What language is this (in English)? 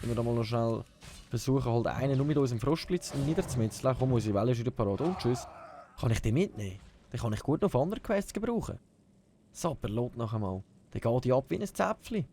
Swiss German